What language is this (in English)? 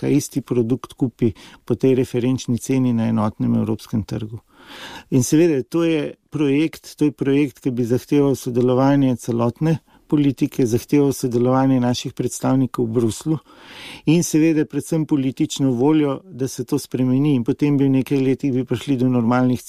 Slovenian